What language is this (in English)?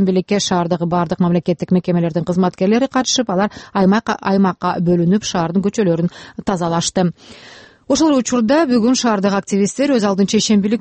Kyrgyz